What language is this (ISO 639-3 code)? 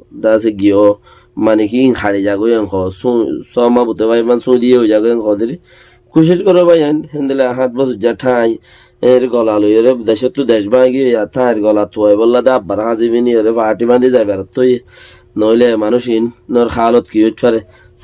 rhg